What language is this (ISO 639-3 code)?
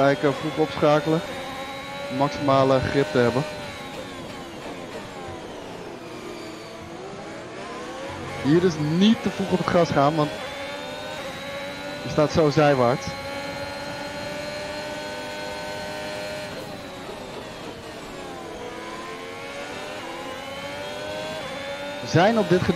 nld